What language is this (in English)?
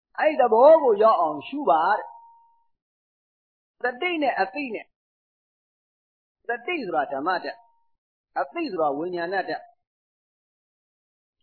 Burmese